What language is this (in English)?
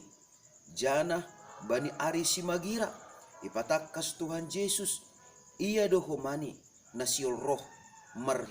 Batak Simalungun